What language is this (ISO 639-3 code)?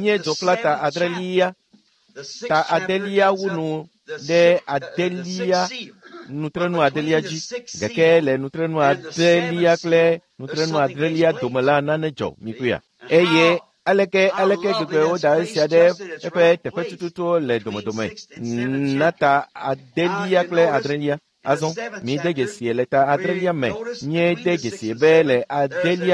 ewe